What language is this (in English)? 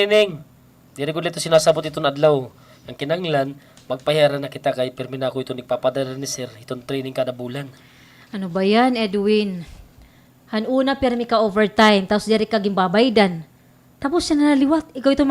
Waray